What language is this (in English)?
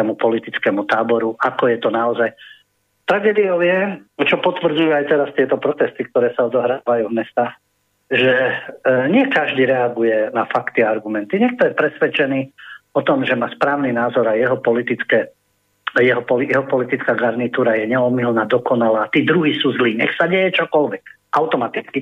Slovak